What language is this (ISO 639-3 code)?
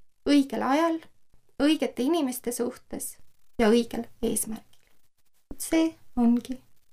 est